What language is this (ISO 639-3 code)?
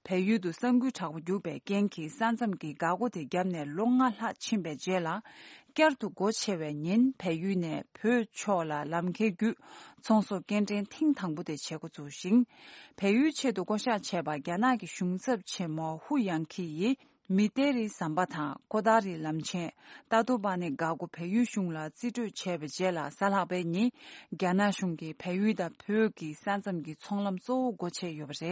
bod